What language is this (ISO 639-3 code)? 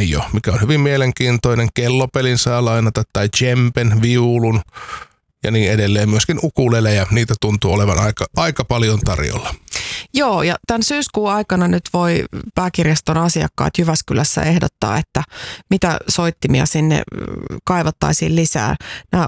fin